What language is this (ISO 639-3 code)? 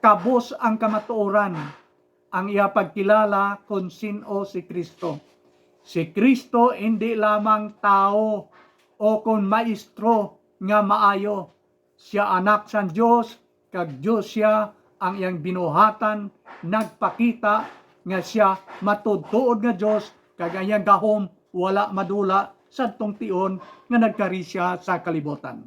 hil